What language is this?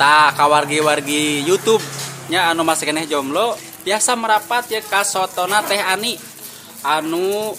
Sundanese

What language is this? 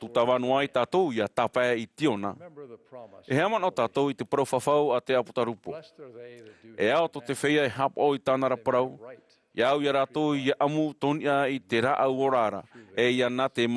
Tahitian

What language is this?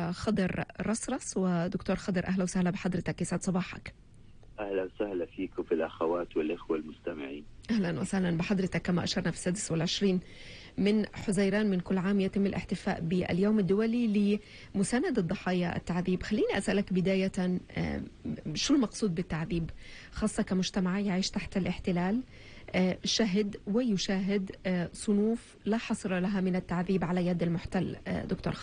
North Levantine Arabic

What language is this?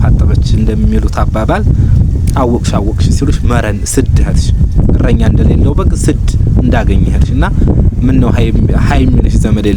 Amharic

